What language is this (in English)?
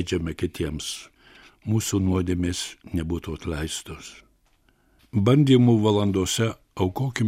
Lithuanian